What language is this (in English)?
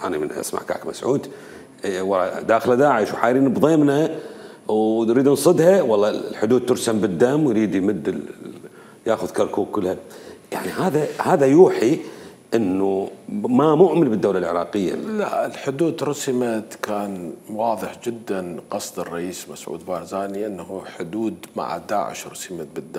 Mesopotamian Arabic